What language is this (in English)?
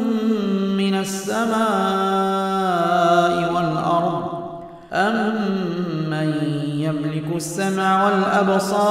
Arabic